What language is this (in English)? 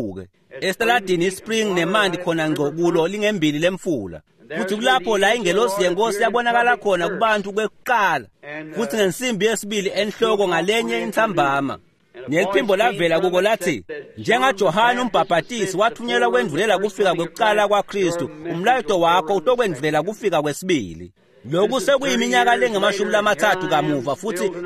Swati